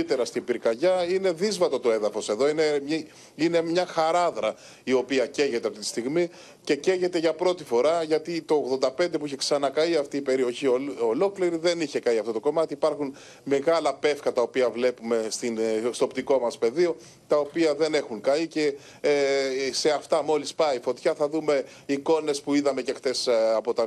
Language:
Greek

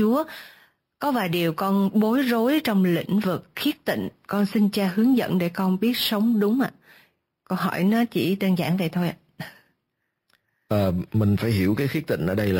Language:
Vietnamese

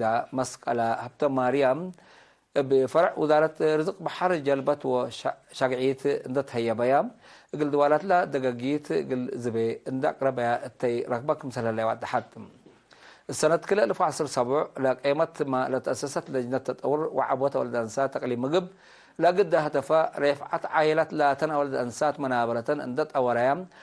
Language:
Tigre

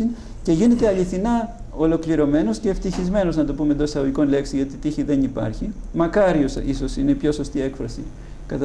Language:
Greek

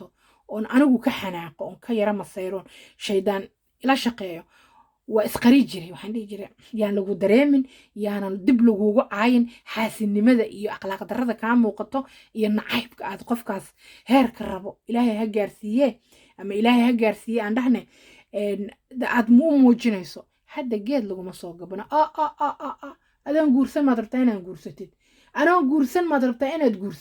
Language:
Somali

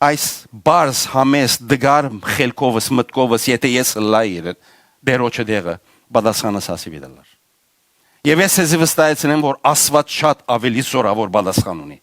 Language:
Western Armenian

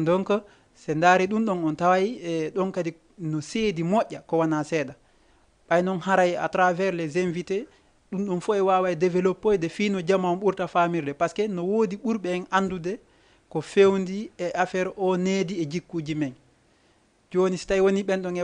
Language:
Fula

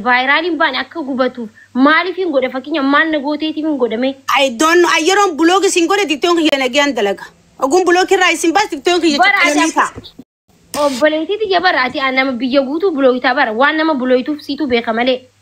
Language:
Oromo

